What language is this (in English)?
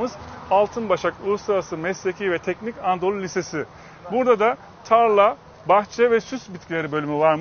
Turkish